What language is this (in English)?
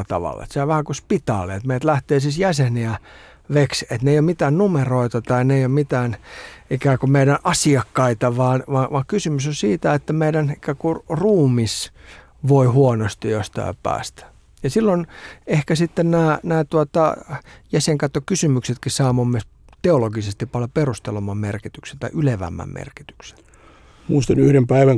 Finnish